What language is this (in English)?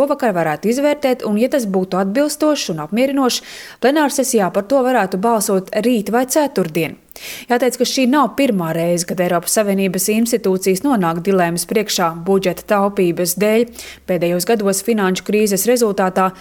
Latvian